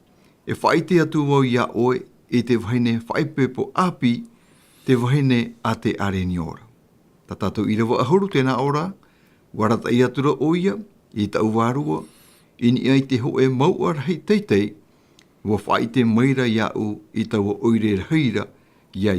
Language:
Tahitian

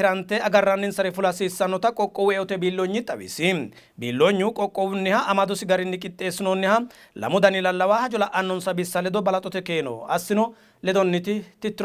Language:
Sidamo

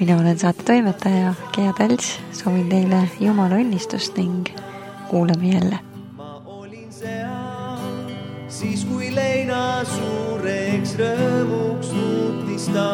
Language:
Estonian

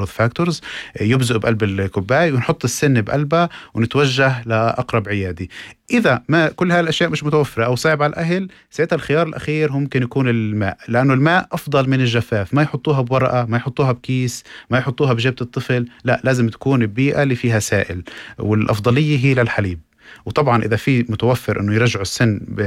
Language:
North Levantine Arabic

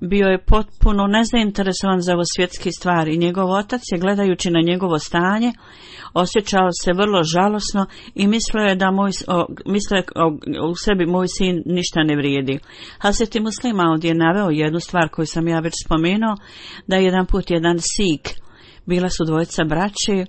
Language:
Bosnian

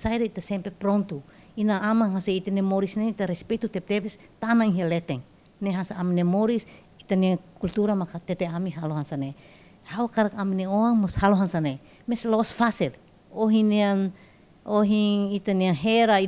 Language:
Tetum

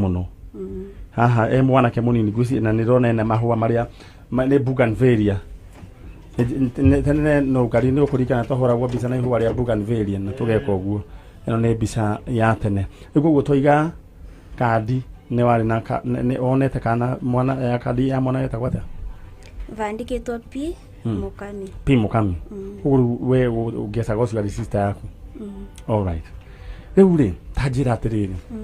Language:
Kikuyu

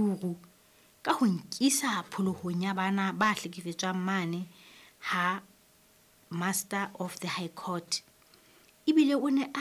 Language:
Southern Sotho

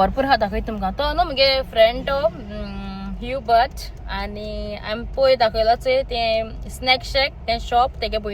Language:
Konkani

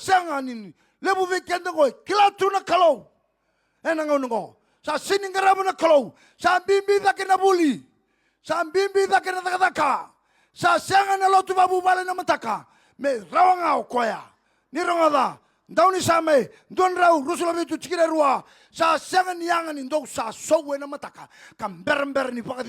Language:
Fijian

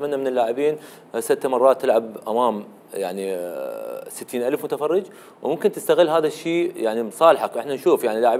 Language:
Mesopotamian Arabic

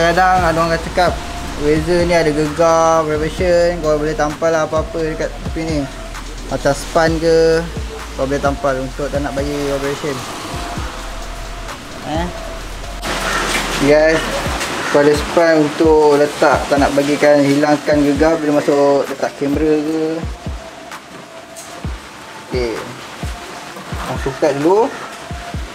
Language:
Malay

